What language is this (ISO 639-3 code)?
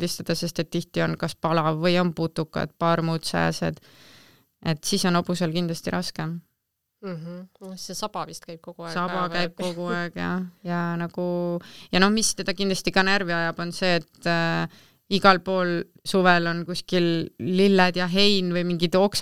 est